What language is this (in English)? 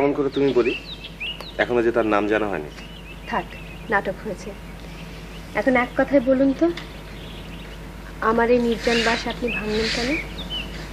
Bangla